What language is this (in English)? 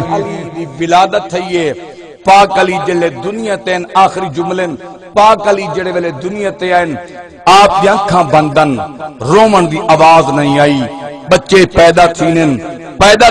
Saraiki